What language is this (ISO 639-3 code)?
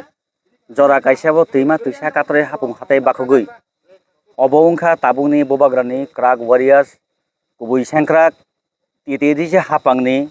trp